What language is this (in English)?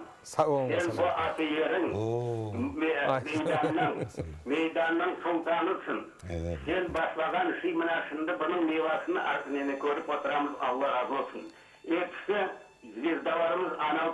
Crimean Tatar